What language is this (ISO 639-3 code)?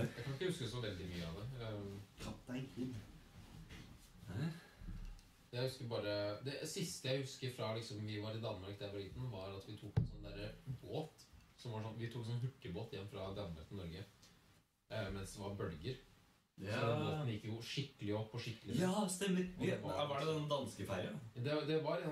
nor